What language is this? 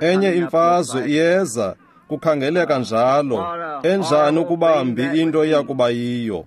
Xhosa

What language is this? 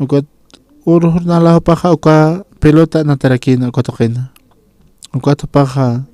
Aymara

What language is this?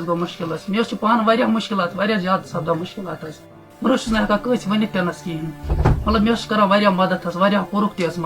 Kashmiri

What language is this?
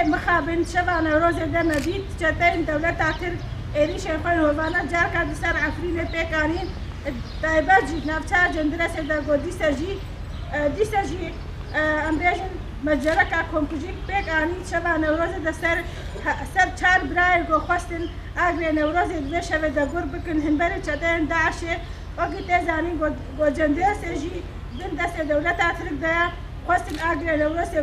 Kurdish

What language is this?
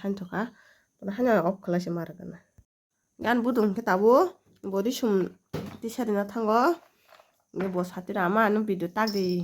Kok Borok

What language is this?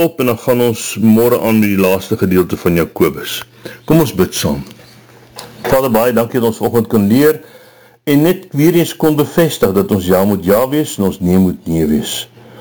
Afrikaans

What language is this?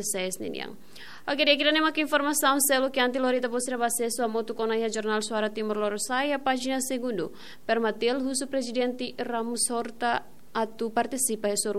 Tetum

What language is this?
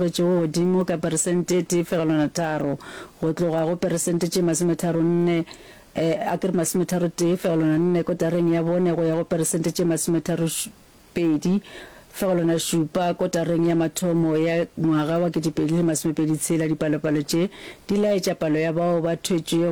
Northern Sotho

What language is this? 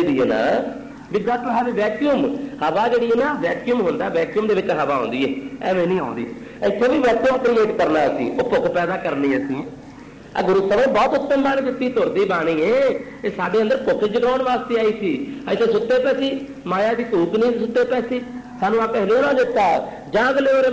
Punjabi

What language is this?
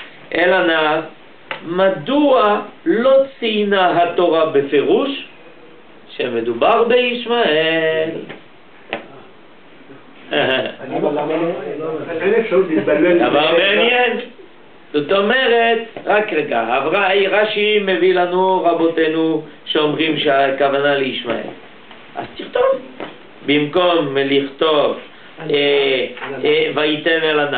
Hebrew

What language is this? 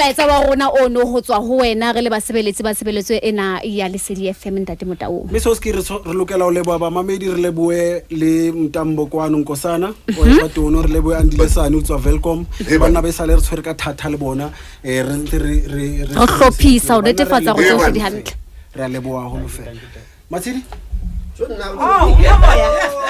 Southern Sotho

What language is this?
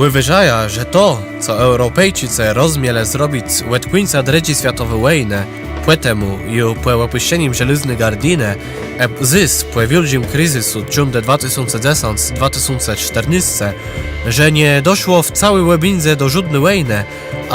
Kashubian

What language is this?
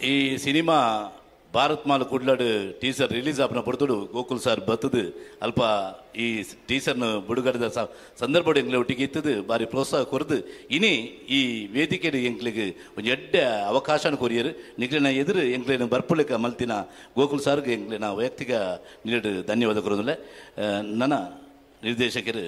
Tulu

